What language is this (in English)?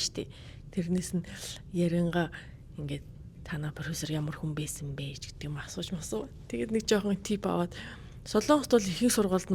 Mongolian